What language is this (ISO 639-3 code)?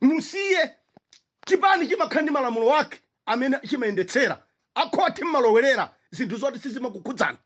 nya